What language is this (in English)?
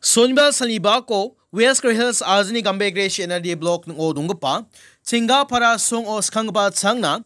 Garo